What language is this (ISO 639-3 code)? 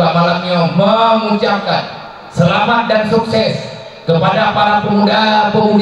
ace